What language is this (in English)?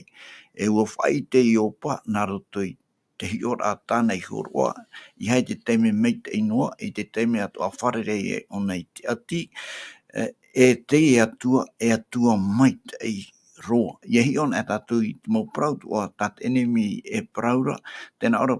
Tahitian